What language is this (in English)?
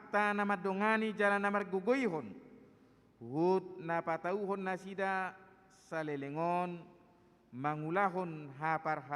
Batak Toba